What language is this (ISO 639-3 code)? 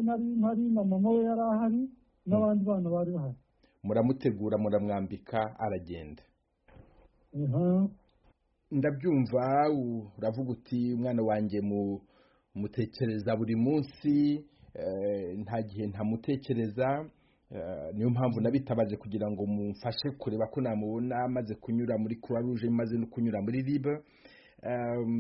kin